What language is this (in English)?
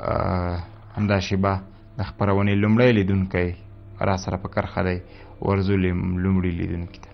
Pashto